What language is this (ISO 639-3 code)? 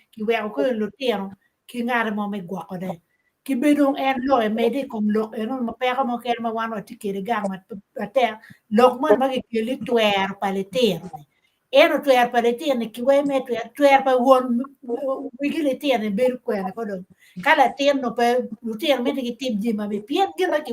ach